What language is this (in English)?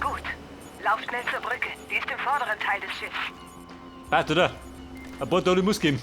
Bavarian